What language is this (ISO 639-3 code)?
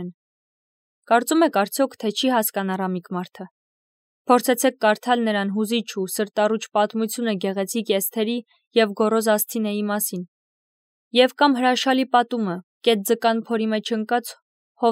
hye